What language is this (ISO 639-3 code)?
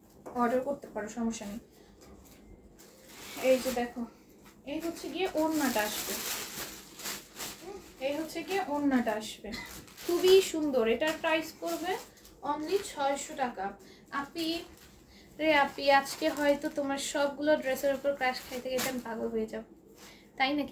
ben